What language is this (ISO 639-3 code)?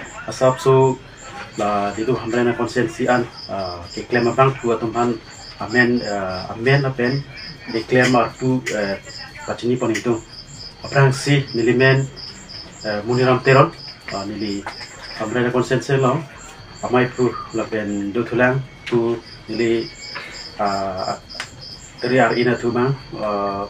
mjw